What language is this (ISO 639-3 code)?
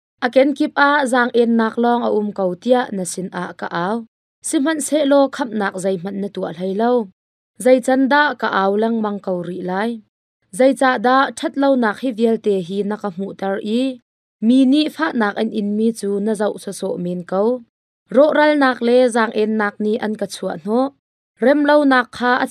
cnh